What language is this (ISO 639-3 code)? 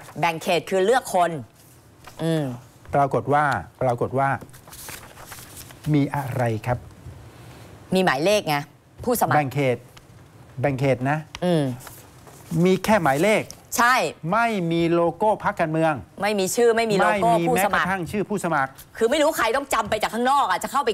tha